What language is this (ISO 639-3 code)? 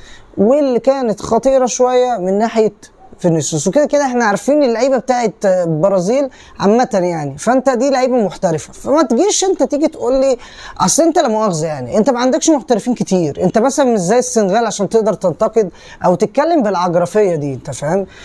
arz